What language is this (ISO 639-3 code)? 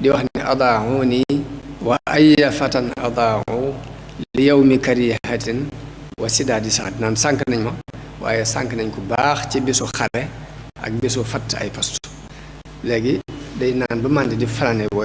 wol